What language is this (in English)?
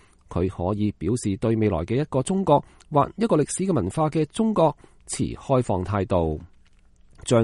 Cantonese